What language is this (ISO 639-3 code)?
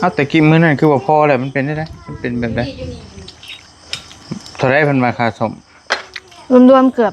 tts